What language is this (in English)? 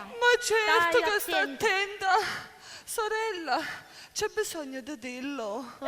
Sicilian